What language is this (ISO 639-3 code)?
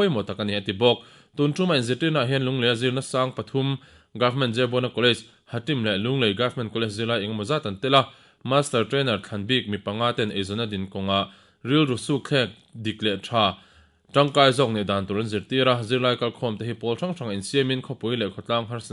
lus